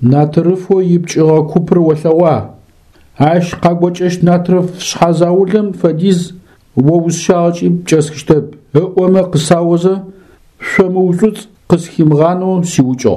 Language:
Adyghe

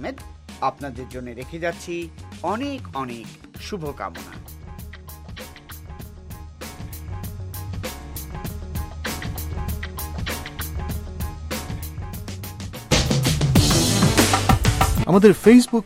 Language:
Bangla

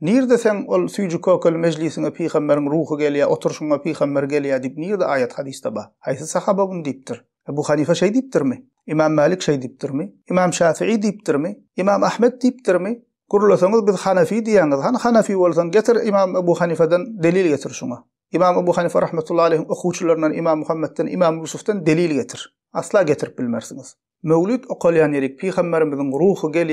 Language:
Turkmen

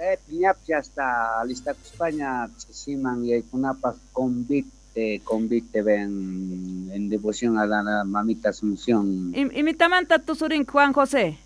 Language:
South Bolivian Quechua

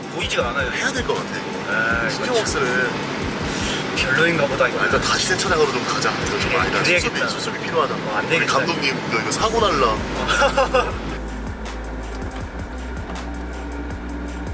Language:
Korean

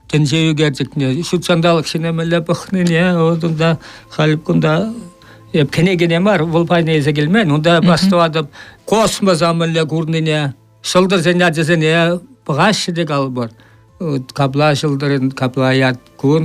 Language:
Chuvash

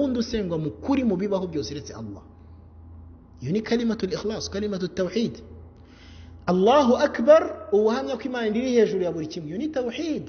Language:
Kinyarwanda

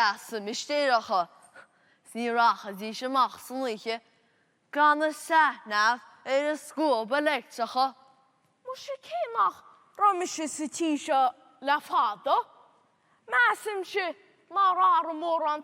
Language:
Irish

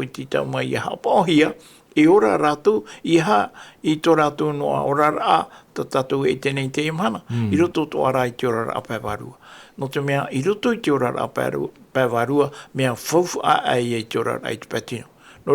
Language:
Tahitian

